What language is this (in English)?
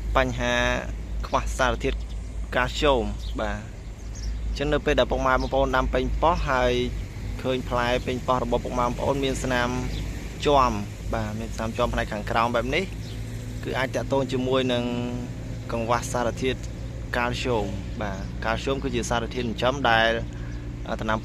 Khmer